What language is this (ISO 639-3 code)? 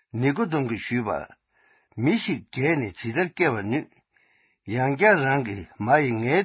mlg